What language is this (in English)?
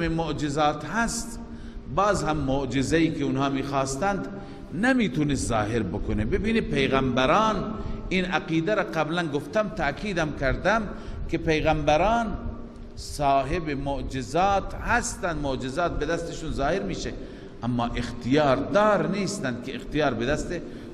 Persian